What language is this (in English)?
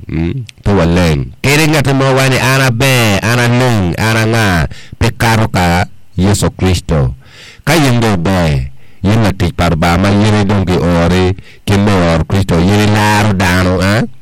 Acoli